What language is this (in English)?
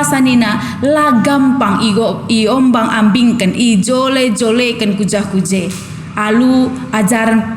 Batak Karo